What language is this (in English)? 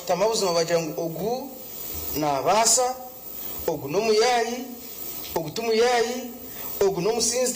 Nyankole